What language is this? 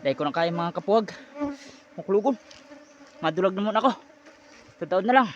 Bikol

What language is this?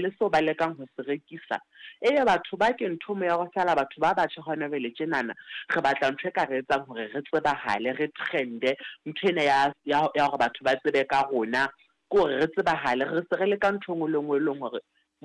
Southern Sotho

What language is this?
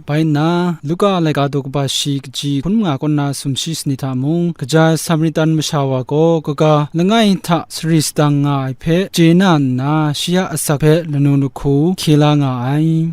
Kachin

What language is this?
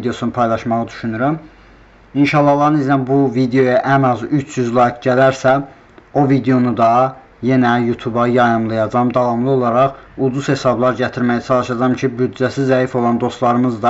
Azerbaijani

